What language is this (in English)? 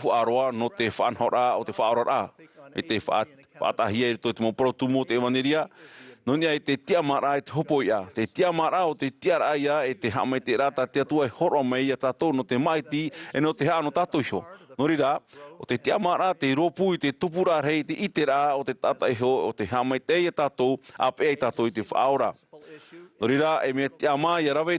Tahitian